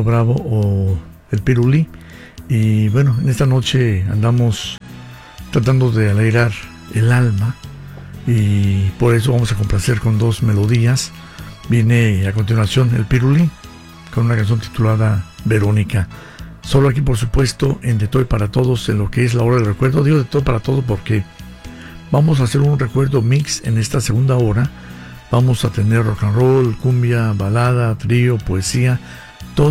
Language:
Spanish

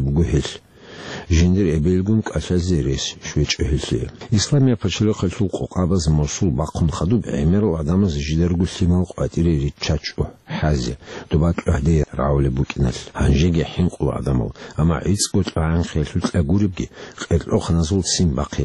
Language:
Avaric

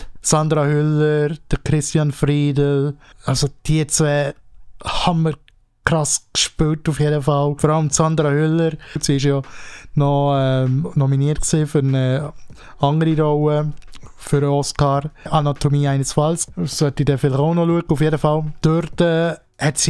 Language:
Swiss German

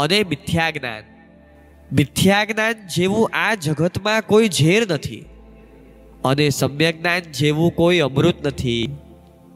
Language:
Gujarati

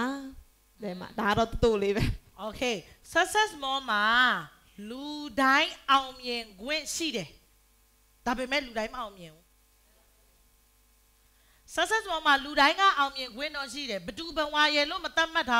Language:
Burmese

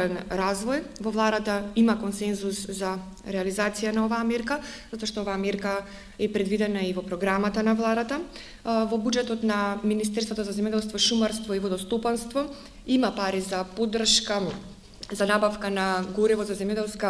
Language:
Macedonian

